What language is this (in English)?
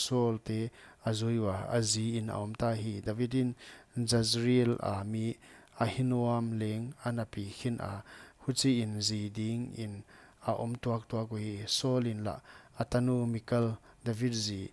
Paite Chin